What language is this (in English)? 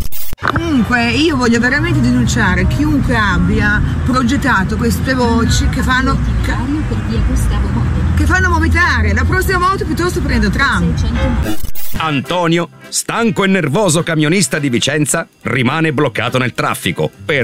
Italian